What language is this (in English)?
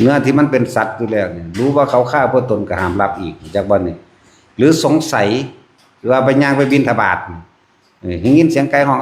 Northeastern Thai